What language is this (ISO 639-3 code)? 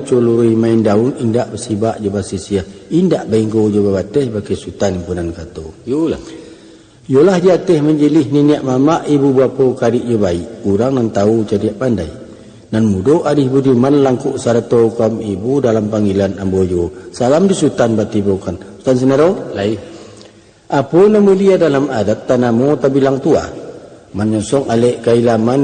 min